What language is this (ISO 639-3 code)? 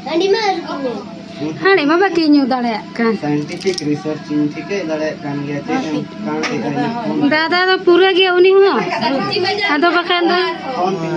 sat